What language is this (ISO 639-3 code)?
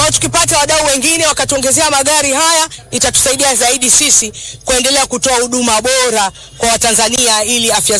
swa